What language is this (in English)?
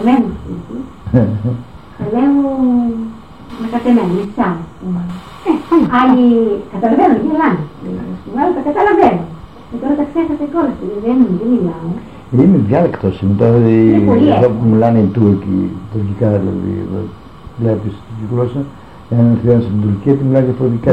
Greek